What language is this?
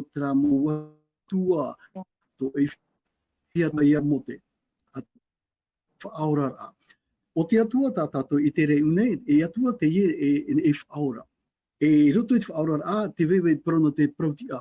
Tahitian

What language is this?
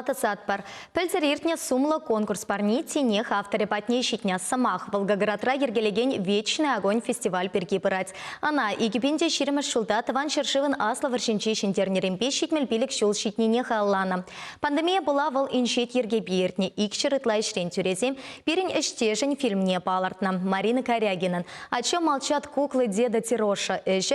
Chuvash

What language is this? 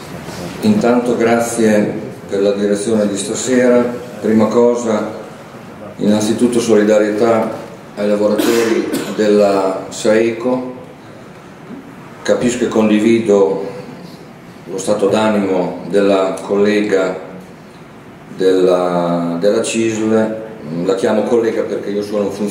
Italian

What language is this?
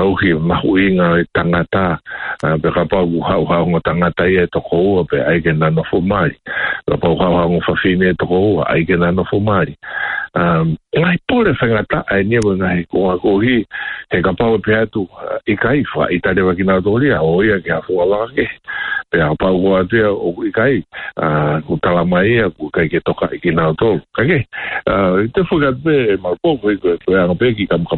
Tongan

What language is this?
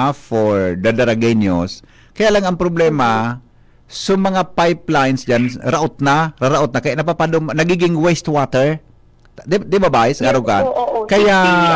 Bikol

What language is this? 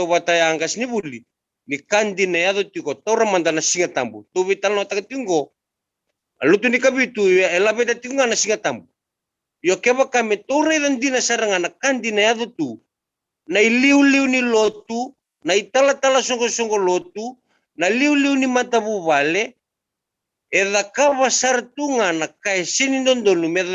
Fijian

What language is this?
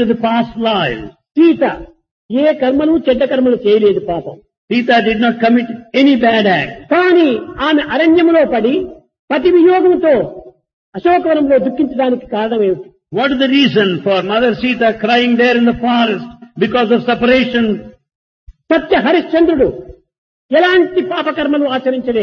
Telugu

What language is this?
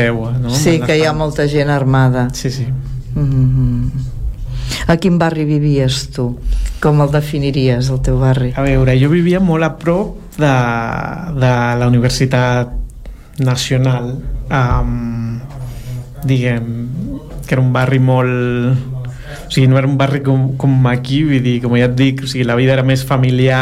Catalan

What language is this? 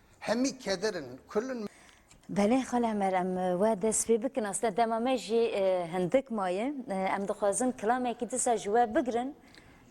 Kurdish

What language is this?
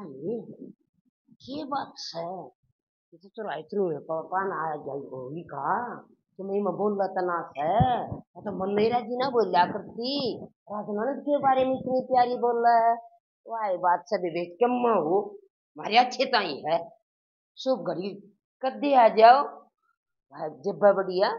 Haryanvi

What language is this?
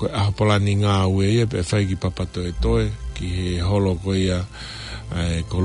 Tongan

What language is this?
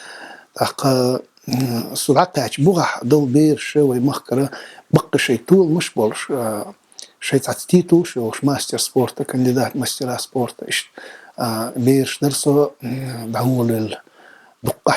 Chechen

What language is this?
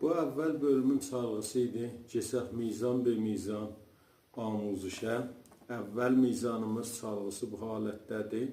South Azerbaijani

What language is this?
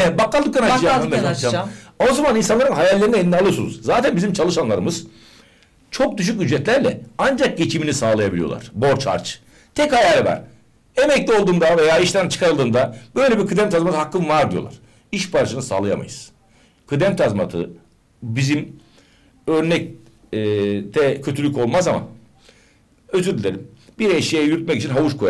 Turkish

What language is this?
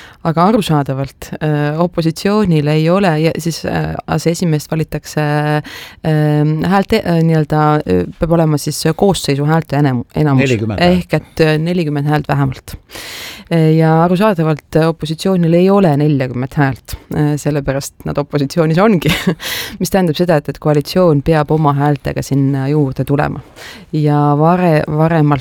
Estonian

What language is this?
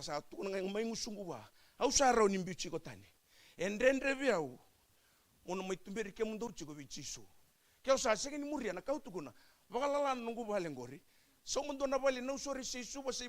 Fijian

